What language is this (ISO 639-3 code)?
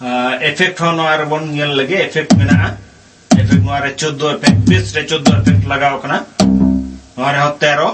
sat